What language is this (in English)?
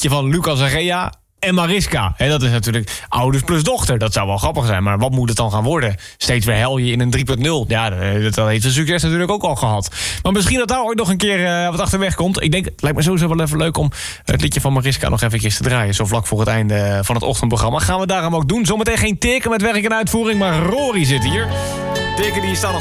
Dutch